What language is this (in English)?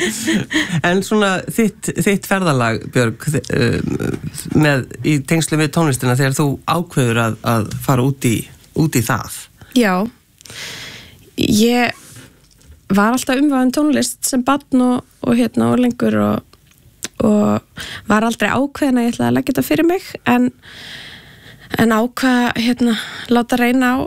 Icelandic